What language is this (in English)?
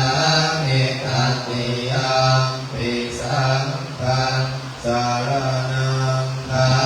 Pali